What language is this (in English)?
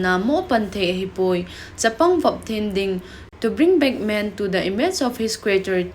Thado Chin